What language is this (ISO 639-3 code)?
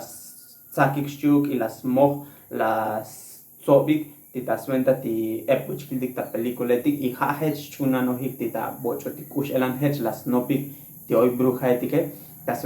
tzo